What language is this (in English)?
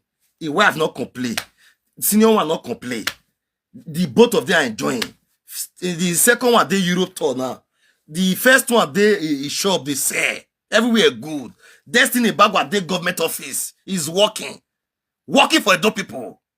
Nigerian Pidgin